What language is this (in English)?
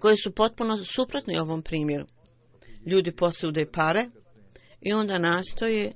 Bosnian